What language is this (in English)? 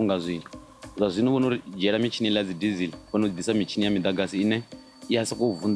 Venda